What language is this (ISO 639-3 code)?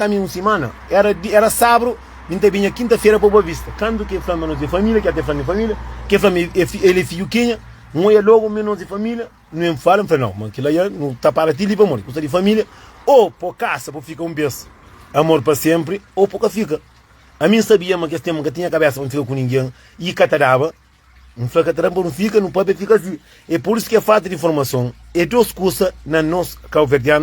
kea